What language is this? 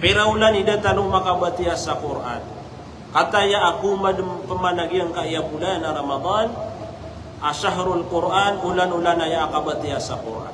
Maranao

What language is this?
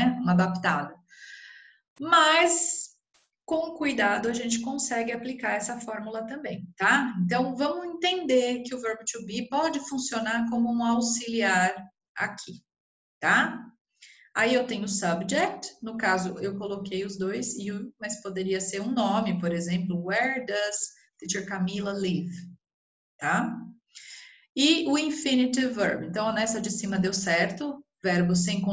Portuguese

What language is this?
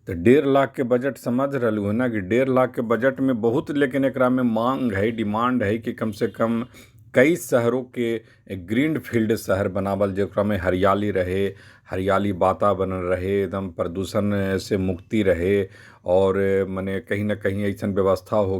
Magahi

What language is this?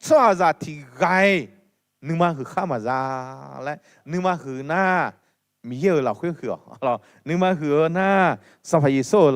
Akha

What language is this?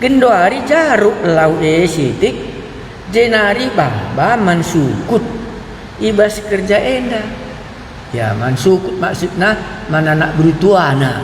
Batak Karo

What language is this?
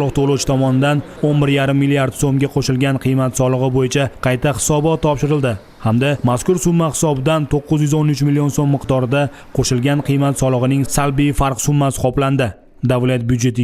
Uzbek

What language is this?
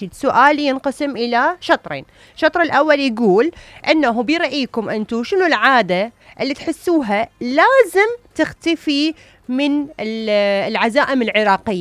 Mesopotamian Arabic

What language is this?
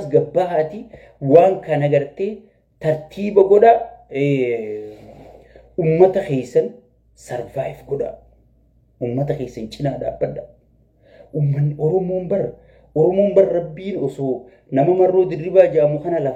Oromo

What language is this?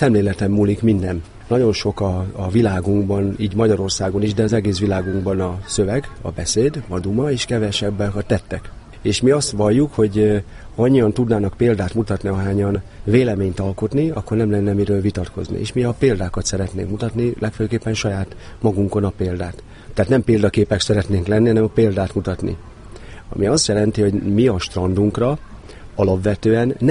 Hungarian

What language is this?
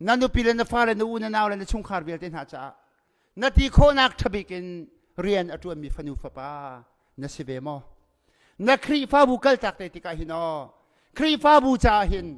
Hakha Chin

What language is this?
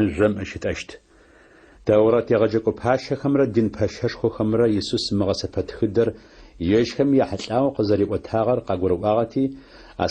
Adyghe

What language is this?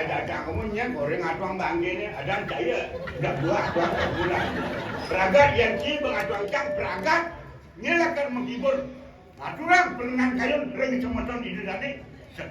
Balinese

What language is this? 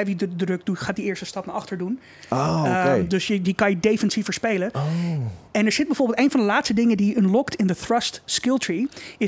Dutch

